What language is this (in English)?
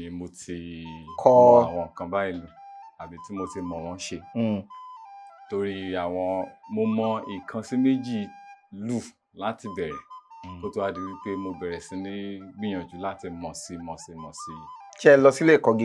Yoruba